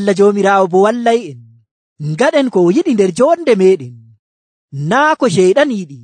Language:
Nigerian Fulfulde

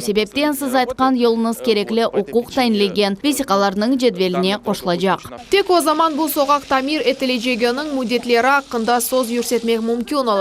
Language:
Crimean Tatar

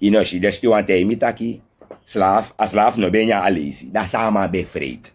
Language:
Sranan Tongo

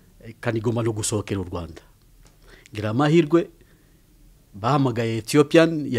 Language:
Kinyarwanda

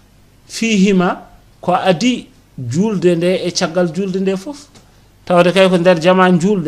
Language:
Fula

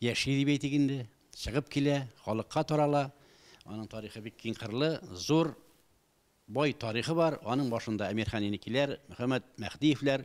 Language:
Tatar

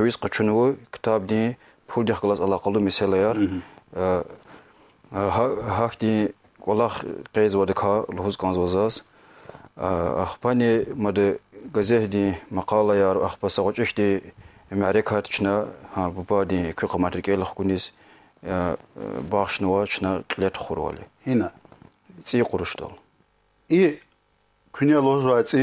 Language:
Lezghian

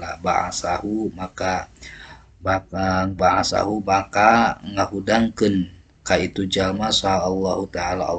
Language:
Sundanese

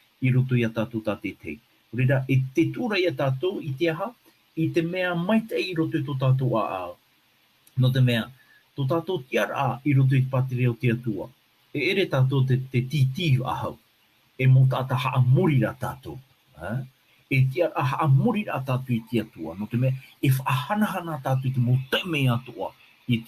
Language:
Tahitian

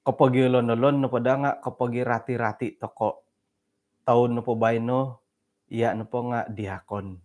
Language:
Central Dusun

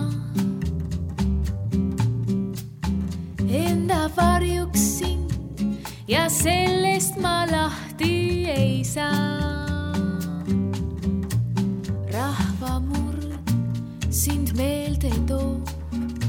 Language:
Estonian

